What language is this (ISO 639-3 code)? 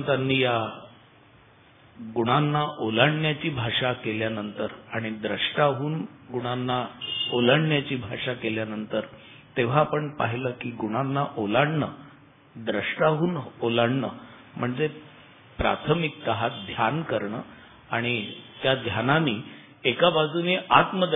mar